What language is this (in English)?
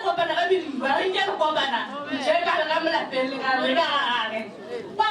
Northern Sotho